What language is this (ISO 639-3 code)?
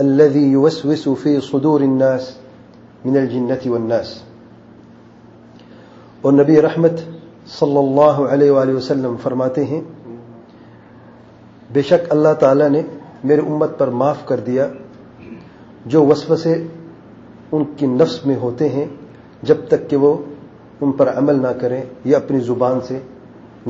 urd